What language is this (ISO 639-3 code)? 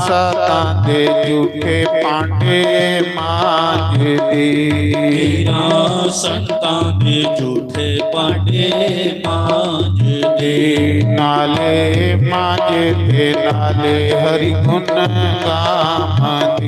doi